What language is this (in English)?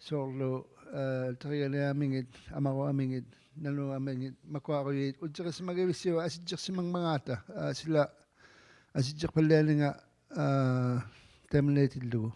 Inuktitut